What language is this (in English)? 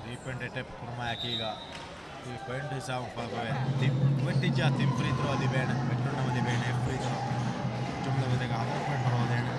Divehi